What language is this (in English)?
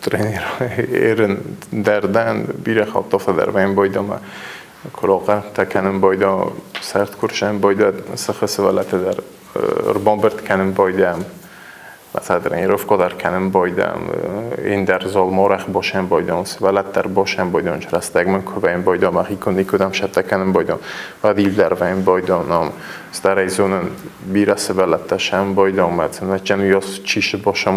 Ossetic